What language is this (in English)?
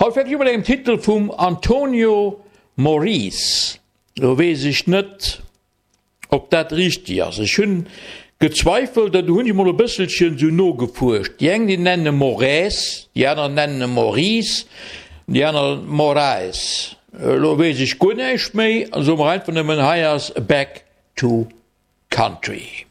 Luxembourgish